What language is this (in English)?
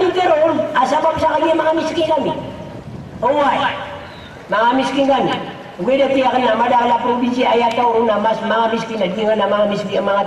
Maranao